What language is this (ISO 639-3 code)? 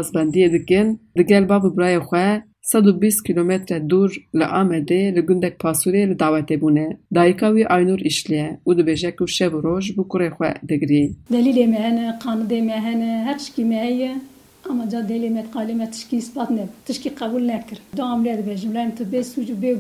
kur